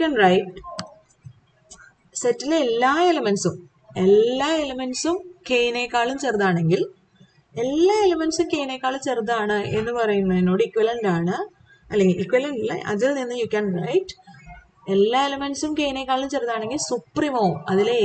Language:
Malayalam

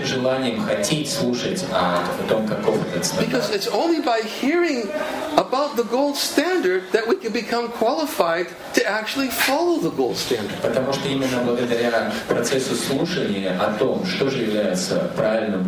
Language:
Russian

